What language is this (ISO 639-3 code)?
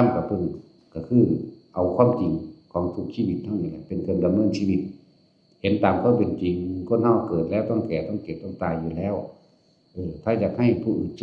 tts